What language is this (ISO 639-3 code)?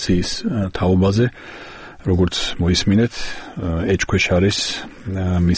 kat